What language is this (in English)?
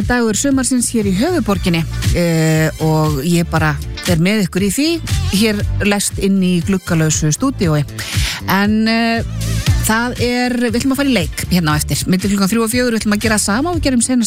Icelandic